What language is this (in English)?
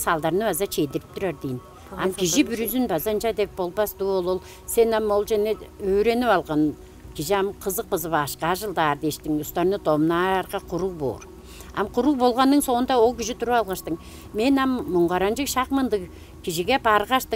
Tuvinian